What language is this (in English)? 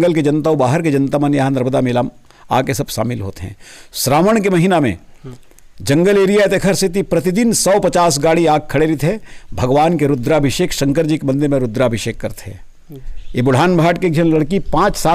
Chhattisgarhi